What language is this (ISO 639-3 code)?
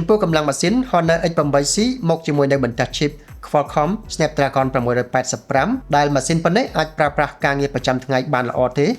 khm